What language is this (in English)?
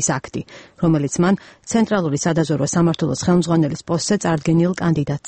Georgian